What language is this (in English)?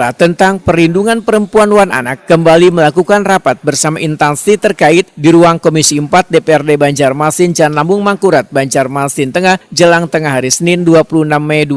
Banjar